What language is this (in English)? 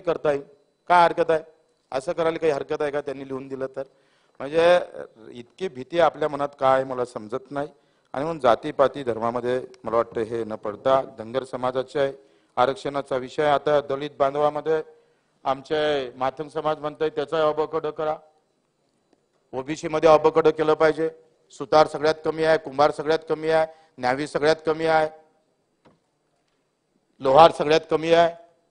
Marathi